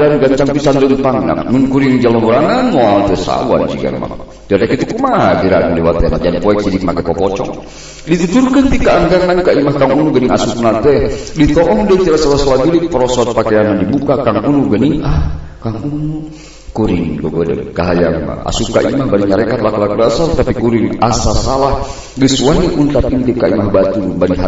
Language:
Sundanese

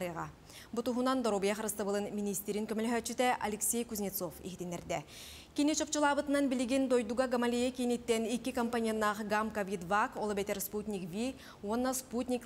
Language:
Yakut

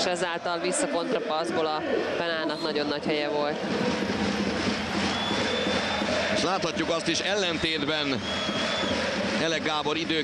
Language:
Hungarian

